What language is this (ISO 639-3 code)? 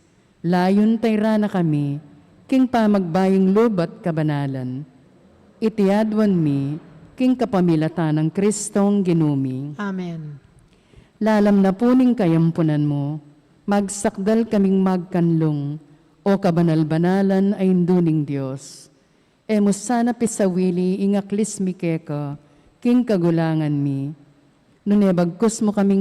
pam